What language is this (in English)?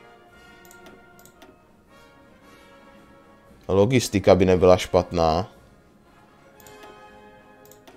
Czech